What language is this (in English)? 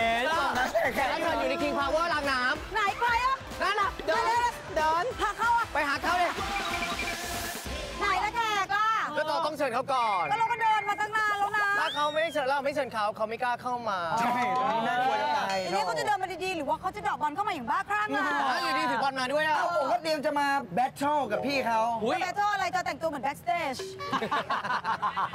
Thai